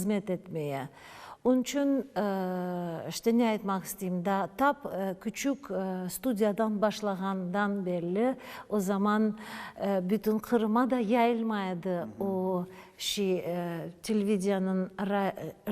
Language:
Crimean Tatar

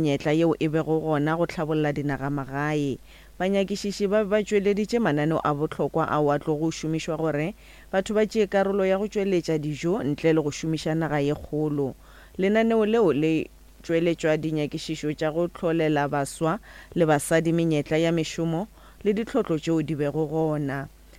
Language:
Northern Sotho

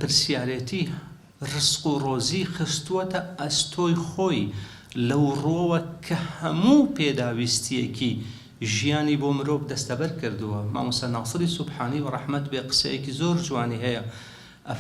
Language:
Central Kurdish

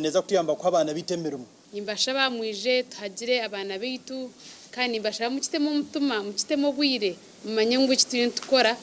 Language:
Nyankole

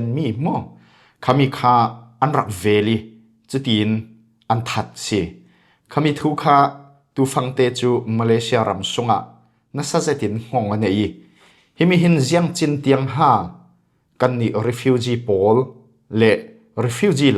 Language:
Falam Chin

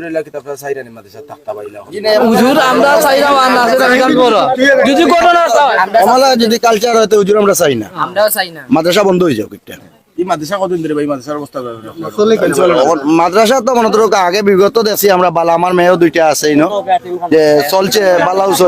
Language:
Sylheti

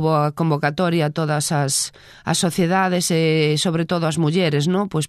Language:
Galician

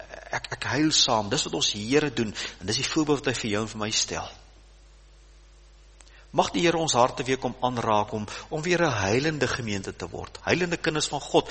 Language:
Afrikaans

